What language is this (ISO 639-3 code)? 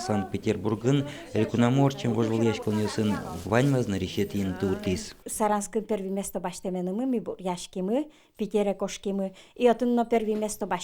udm